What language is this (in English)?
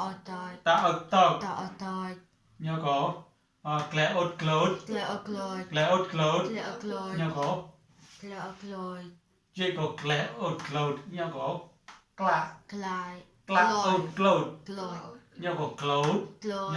Mon